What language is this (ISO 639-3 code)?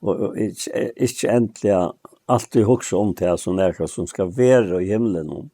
fao